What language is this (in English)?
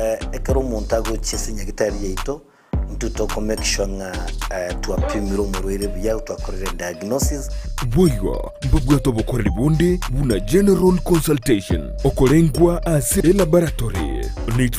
Gusii